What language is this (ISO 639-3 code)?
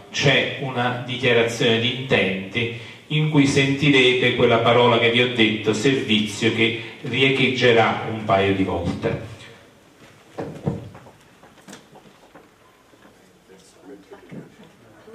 ita